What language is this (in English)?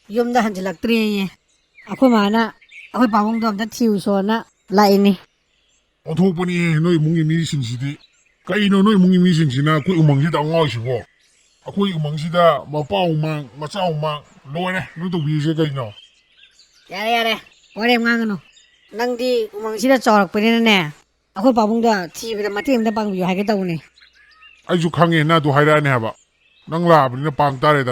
Manipuri